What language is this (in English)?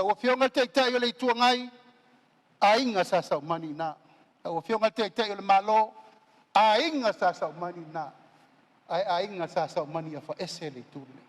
Samoan